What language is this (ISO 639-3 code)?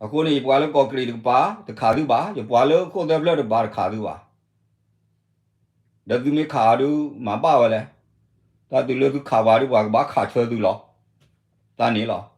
ksw